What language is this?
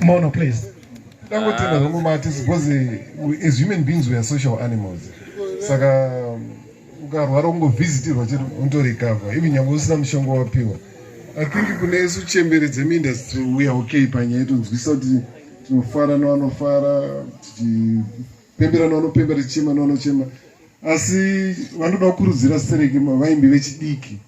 Shona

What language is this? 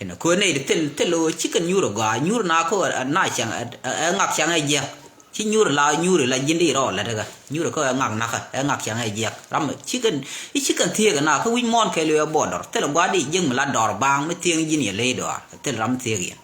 Nuer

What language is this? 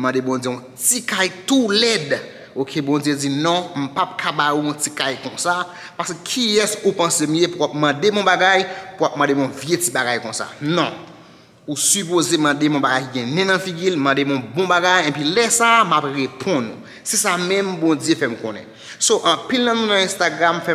Haitian Creole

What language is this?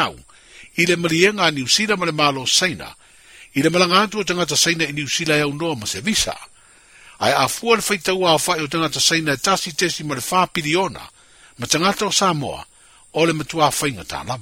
Samoan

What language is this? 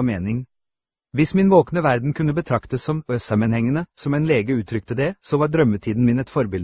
Norwegian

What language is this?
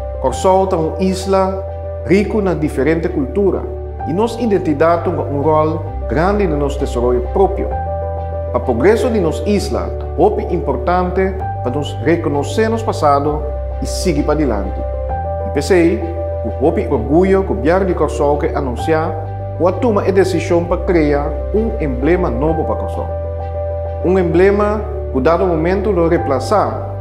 Papiamento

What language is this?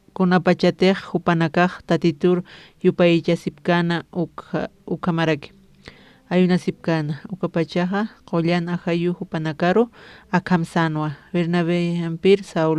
Aymara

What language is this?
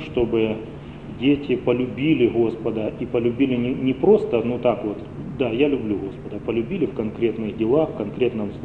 Russian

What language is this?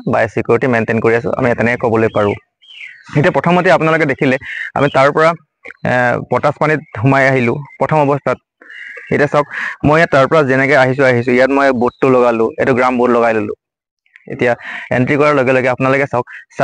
Assamese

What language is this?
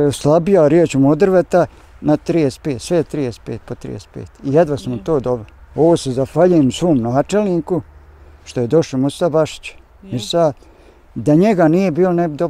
Bosnian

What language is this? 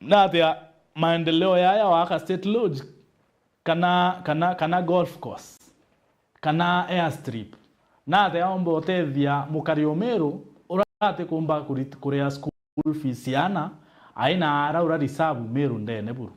Meru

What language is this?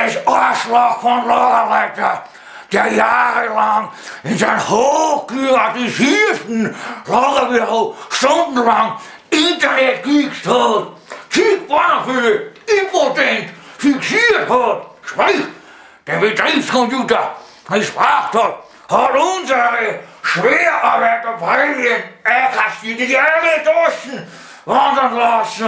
Bavarian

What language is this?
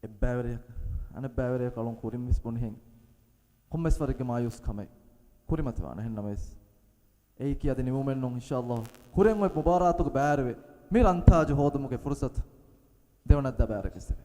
Divehi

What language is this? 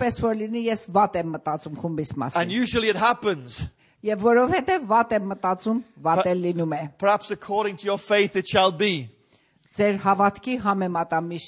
Armenian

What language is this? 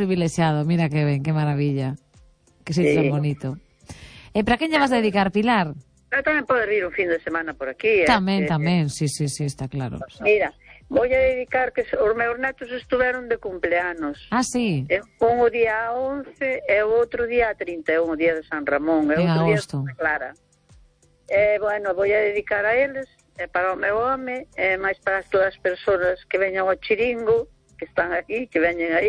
Galician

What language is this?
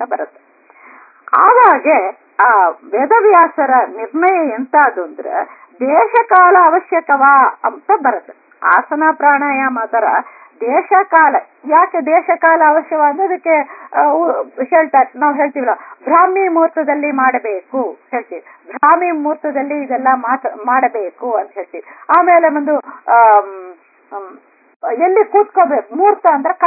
Kannada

